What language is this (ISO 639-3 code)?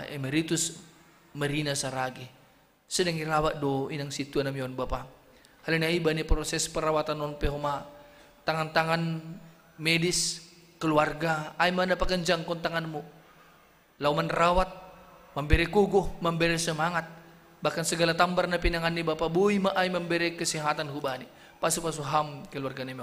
bts